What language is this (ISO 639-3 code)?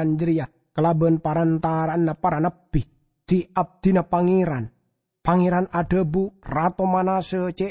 mad